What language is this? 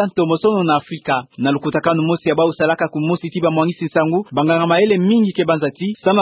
Kituba (Democratic Republic of Congo)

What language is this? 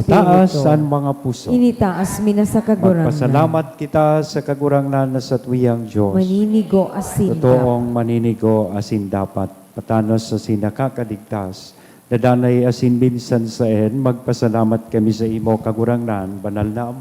Bikol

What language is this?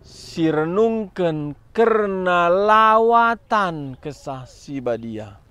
Batak Karo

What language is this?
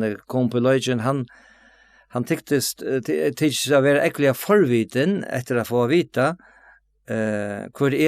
Faroese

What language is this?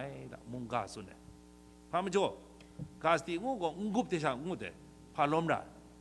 Kachin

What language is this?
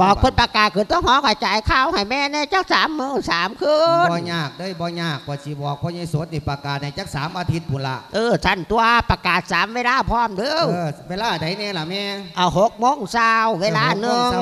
Lao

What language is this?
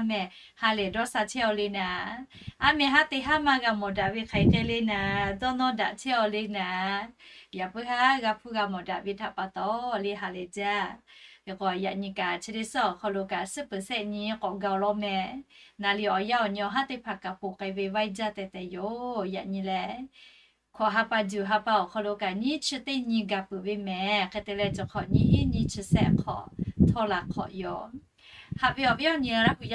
Lahu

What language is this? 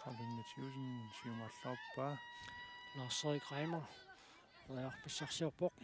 Kalaallisut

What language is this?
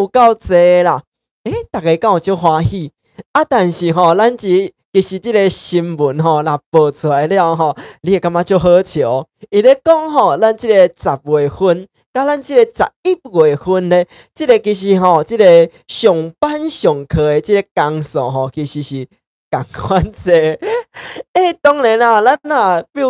Min Nan Chinese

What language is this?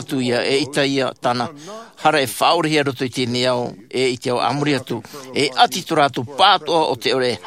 Tahitian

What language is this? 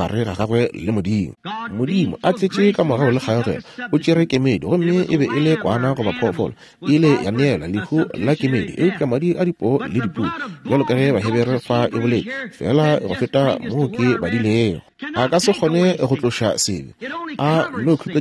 Northern Sotho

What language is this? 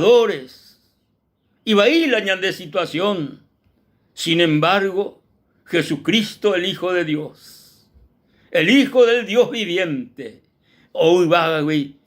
Guarani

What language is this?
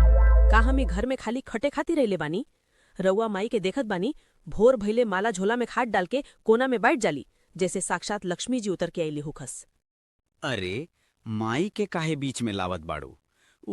Bhojpuri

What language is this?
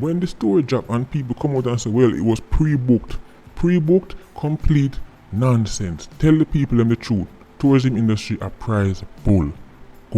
Jamaican Creole English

